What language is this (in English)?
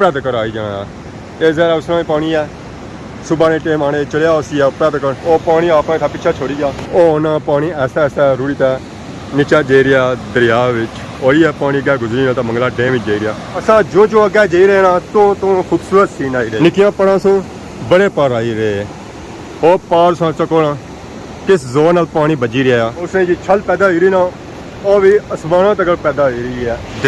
Pahari-Potwari